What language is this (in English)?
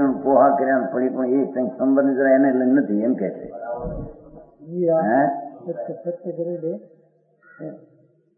Gujarati